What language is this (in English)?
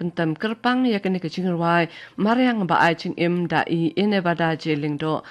Khasi